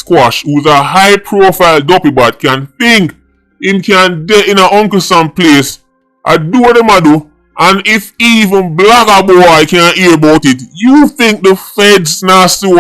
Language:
Jamaican Creole English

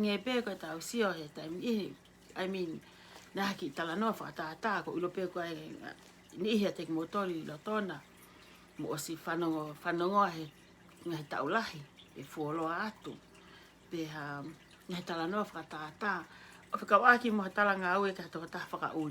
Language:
Tongan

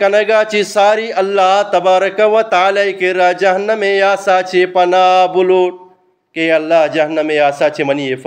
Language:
Eastern Balochi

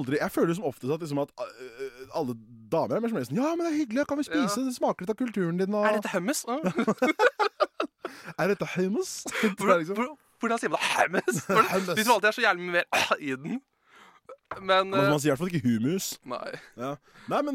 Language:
Norwegian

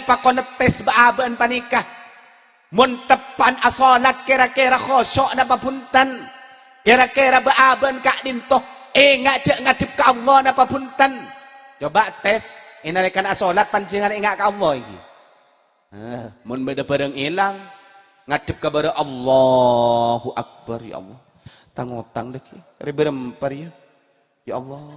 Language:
Madurese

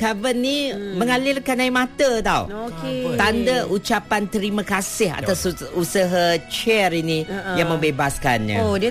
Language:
Malay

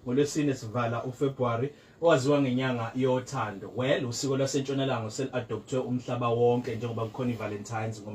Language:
Zulu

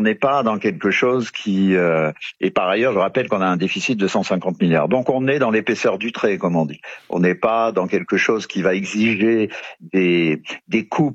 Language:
French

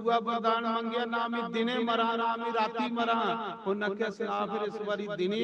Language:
Dogri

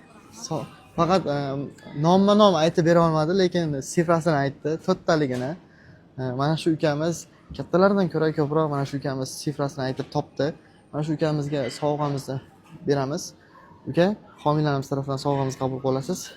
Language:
Uzbek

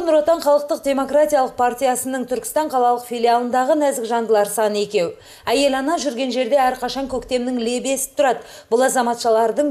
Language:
Kazakh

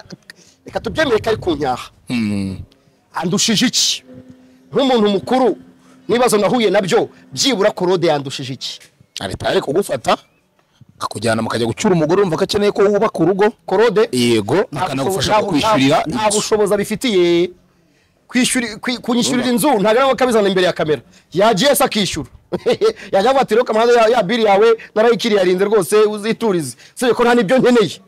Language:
Kinyarwanda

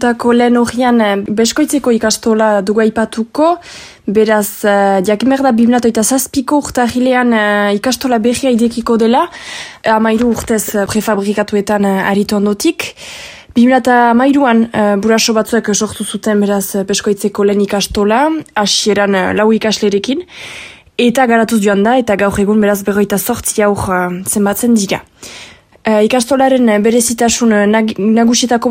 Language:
Basque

